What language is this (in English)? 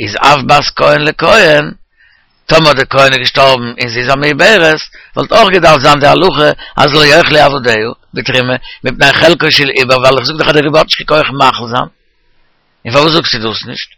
Yiddish